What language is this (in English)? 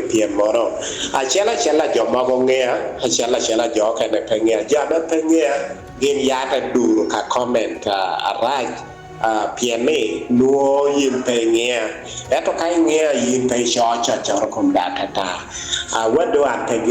Acoli